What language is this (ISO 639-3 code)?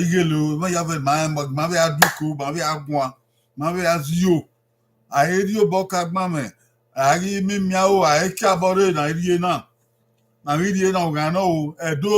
bin